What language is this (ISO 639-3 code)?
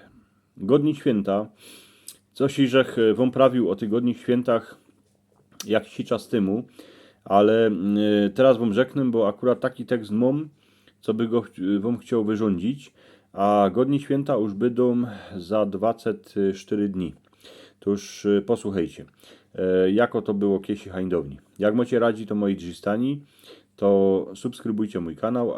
szl